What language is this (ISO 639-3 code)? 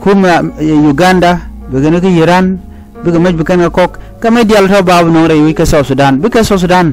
nus